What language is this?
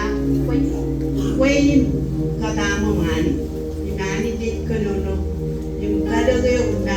Marshallese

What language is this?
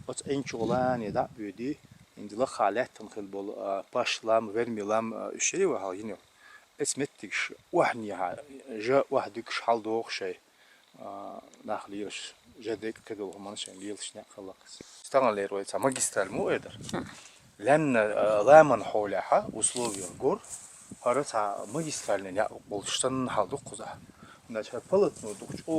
Chechen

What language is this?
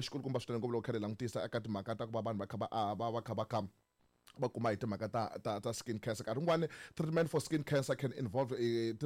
Tsonga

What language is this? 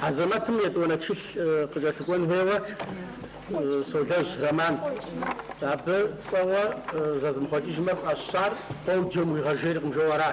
Kabardian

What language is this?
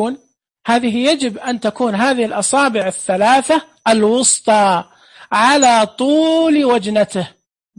Najdi Arabic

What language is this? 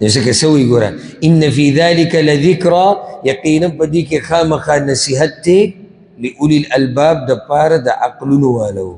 Pashto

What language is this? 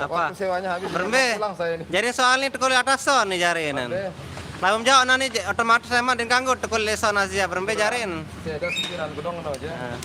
Sasak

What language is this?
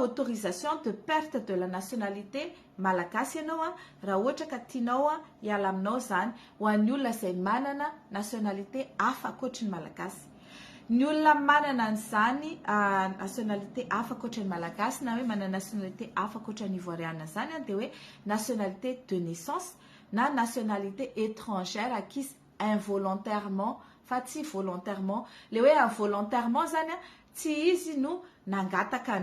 Malagasy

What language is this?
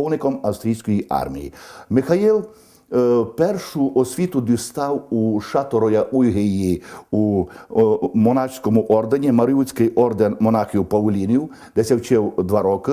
Rusyn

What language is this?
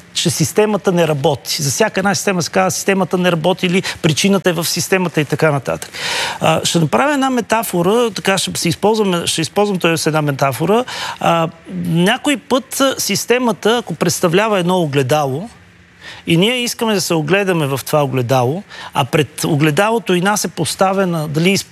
Bulgarian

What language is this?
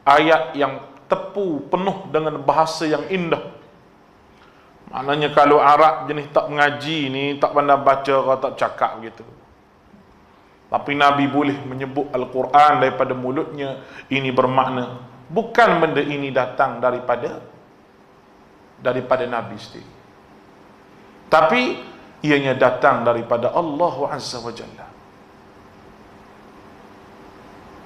Malay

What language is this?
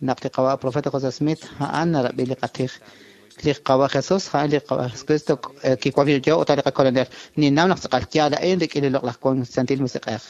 Kekchí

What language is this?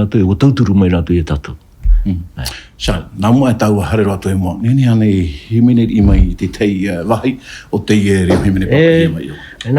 Tahitian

